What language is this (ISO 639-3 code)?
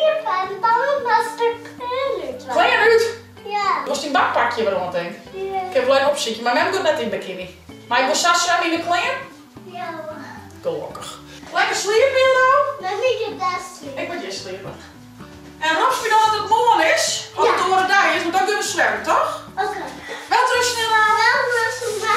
fry